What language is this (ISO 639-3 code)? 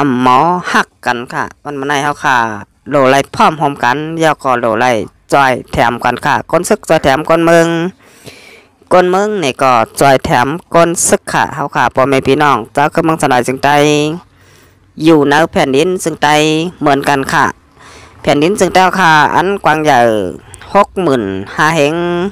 shn